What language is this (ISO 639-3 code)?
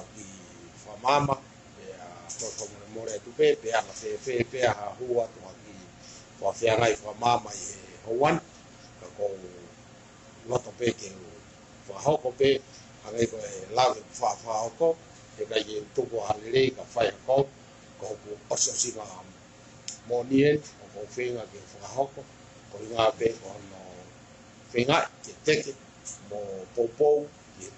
ton